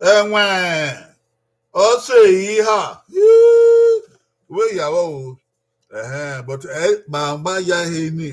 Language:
Bini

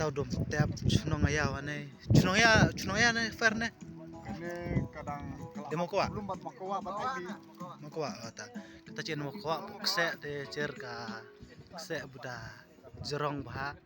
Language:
Khasi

